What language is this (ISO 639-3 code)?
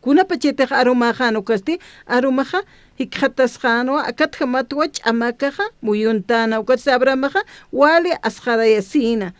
aym